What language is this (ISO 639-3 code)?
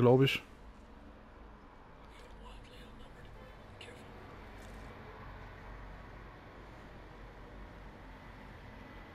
deu